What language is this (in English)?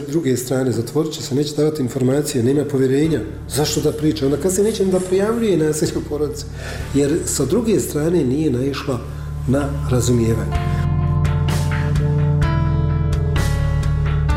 Bosnian